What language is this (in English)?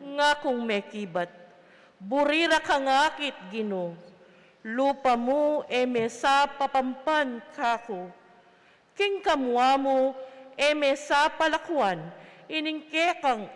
Pampanga